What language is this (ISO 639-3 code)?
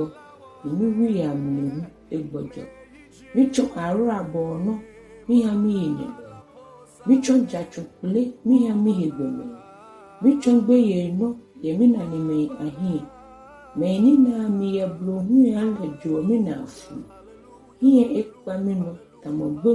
gaa